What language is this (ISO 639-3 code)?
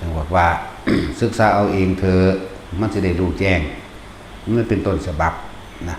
tts